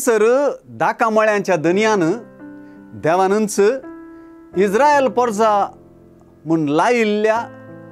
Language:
Konkani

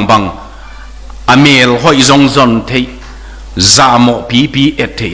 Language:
Tedim Chin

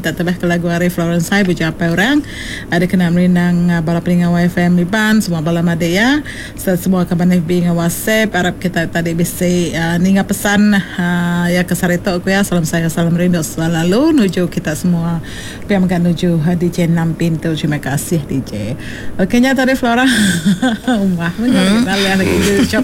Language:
Iban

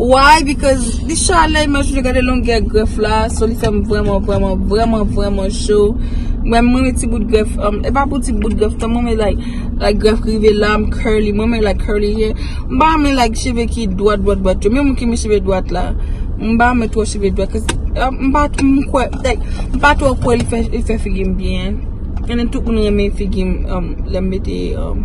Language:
Haitian Creole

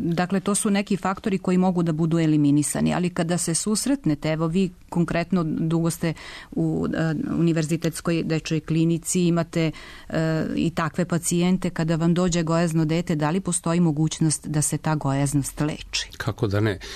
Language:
Serbian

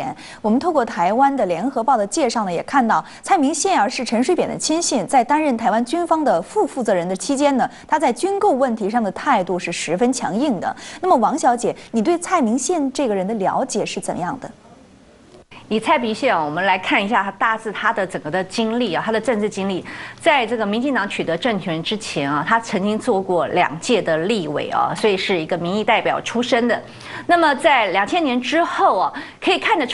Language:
Chinese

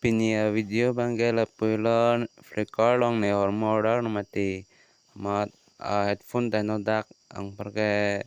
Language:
Karbi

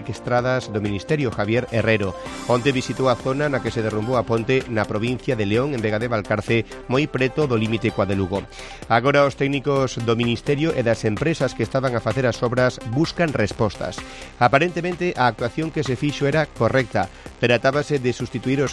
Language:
Galician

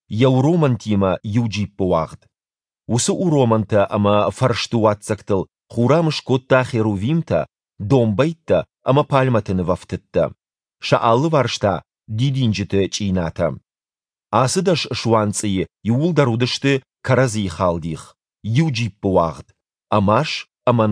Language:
Ossetic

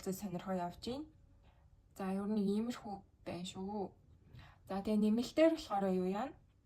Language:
Mongolian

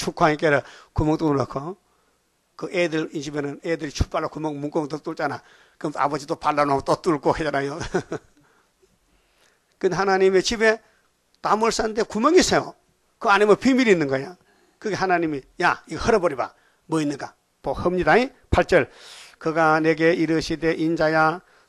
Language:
Korean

